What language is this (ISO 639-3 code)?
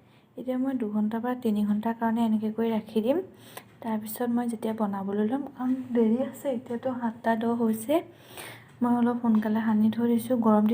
asm